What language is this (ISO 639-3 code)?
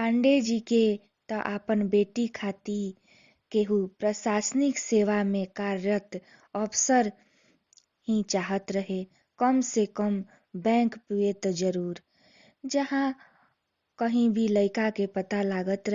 bho